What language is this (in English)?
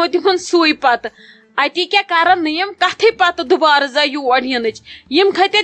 Kashmiri